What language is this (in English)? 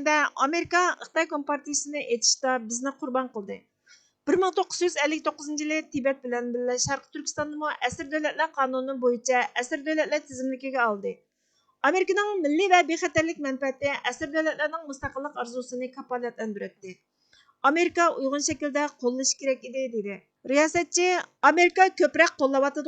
Uyghur